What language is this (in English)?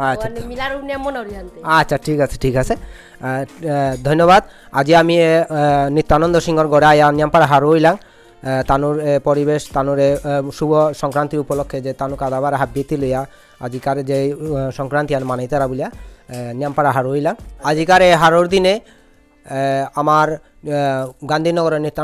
Bishnupriya